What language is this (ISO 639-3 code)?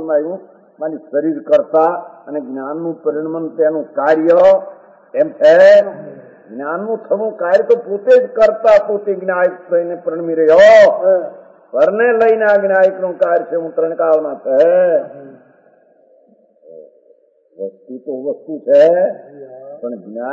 guj